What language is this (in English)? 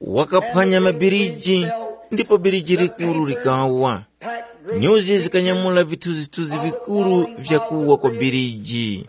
Tumbuka